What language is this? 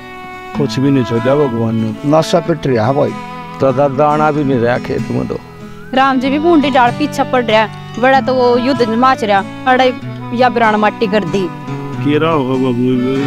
Haryanvi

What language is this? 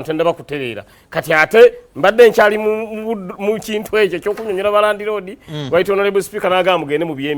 Ganda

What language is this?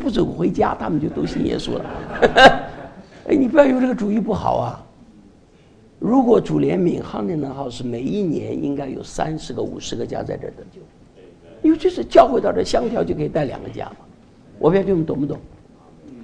Chinese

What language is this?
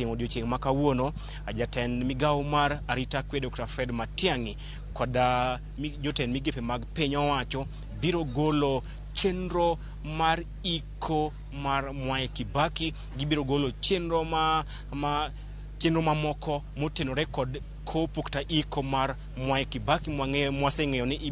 Luo (Kenya and Tanzania)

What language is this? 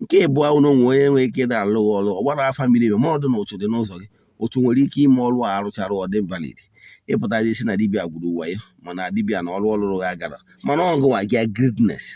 Igbo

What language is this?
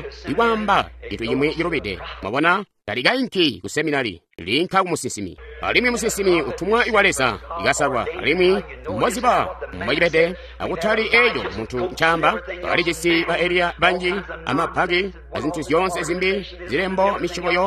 Tonga (Zambia)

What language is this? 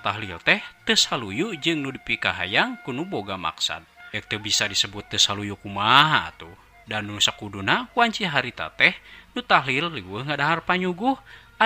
Sundanese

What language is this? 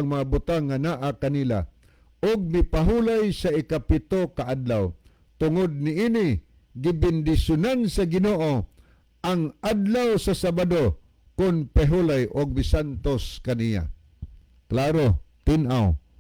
Cebuano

